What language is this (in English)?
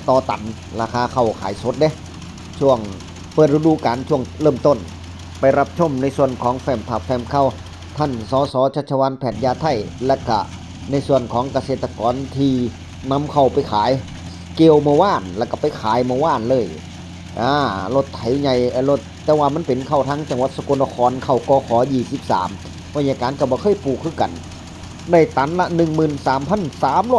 Northeastern Thai